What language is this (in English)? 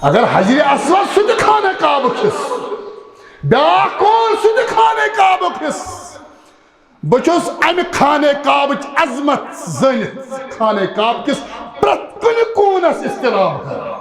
Kashmiri